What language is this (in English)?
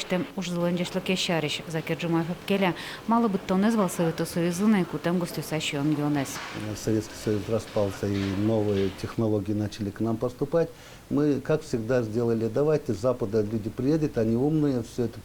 Udmurt